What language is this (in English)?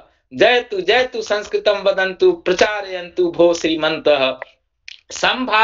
Sanskrit